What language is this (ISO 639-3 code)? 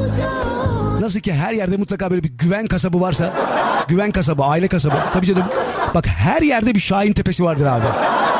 tur